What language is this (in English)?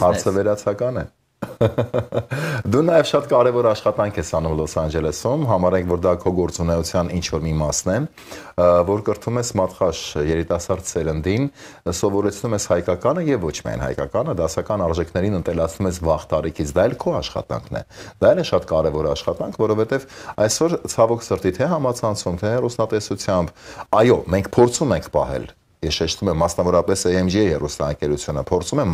Armenian